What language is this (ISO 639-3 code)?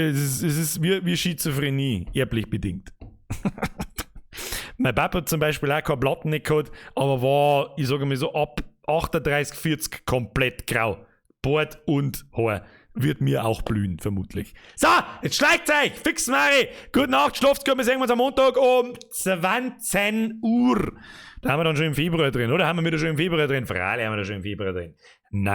bar